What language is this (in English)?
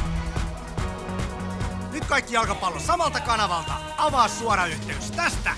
Finnish